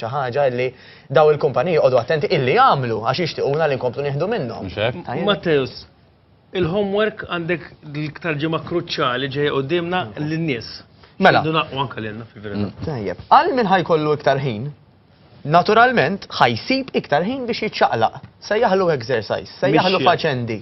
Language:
Maltese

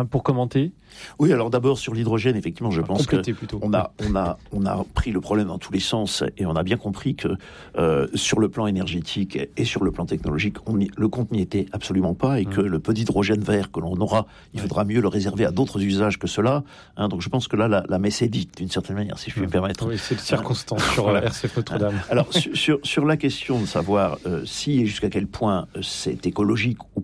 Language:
French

